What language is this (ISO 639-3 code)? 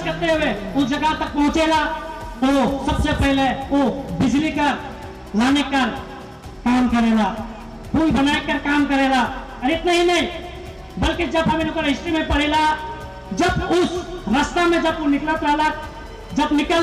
sck